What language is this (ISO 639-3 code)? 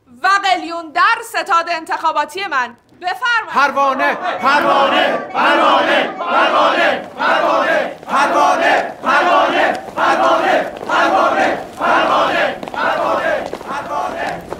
fas